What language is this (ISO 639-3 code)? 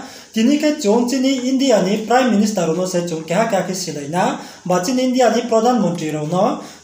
ria